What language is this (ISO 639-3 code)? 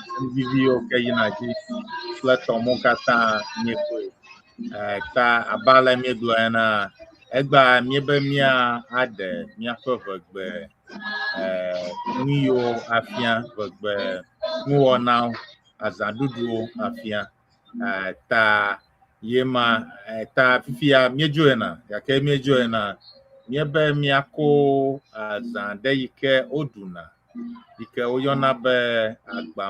ewe